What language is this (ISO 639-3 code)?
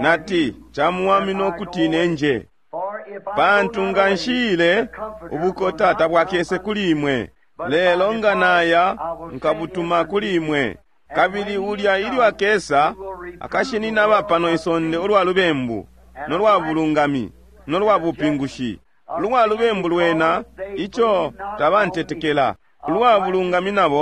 bem